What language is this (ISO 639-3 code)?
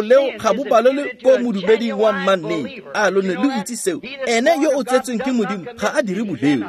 tsn